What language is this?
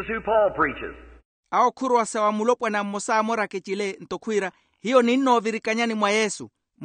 Makhuwa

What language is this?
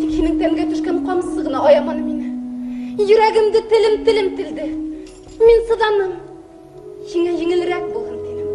Bashkir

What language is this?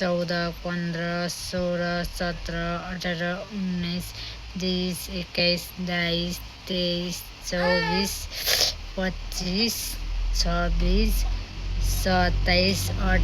Nepali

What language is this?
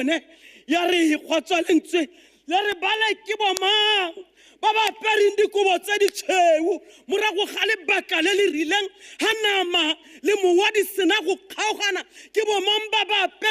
Tswana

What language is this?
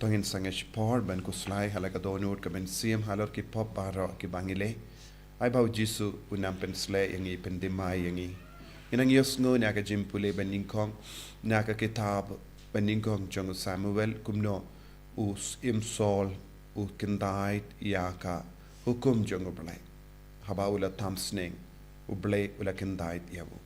Khasi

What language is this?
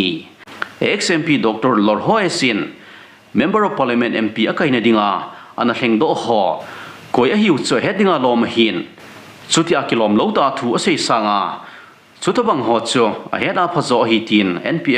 Thado Chin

